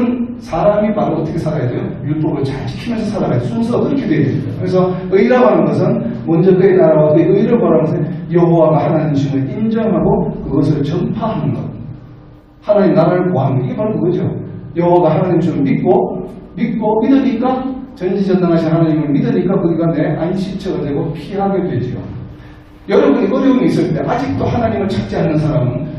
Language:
Korean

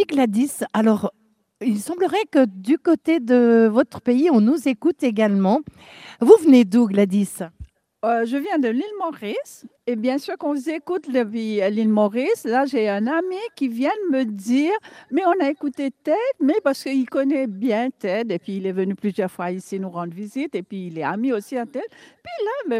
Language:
French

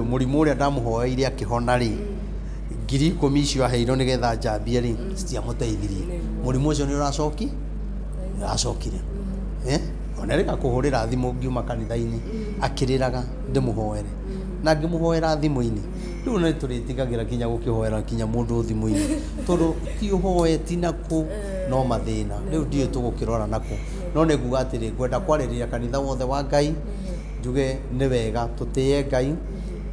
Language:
Kikuyu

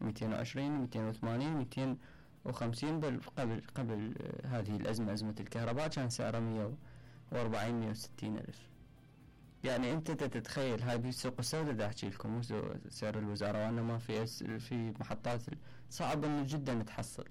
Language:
Mesopotamian Arabic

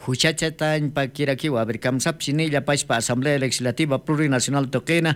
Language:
Aymara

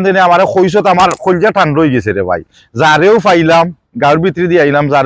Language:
Sylheti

